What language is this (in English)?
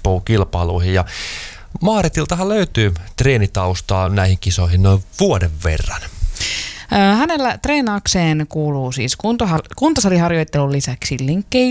Finnish